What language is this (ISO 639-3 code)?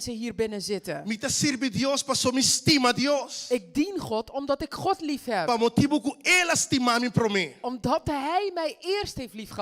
pap